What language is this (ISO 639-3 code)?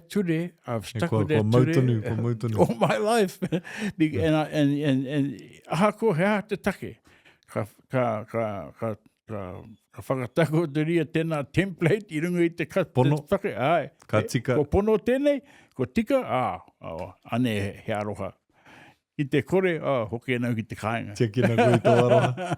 mri